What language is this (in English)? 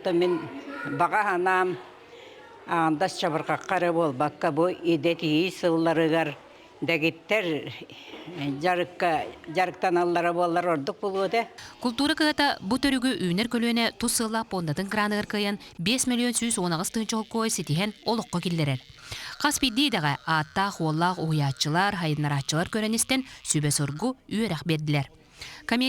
Yakut